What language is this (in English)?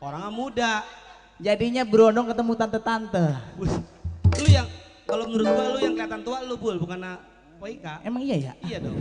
Betawi